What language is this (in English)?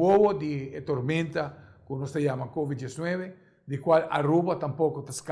Papiamento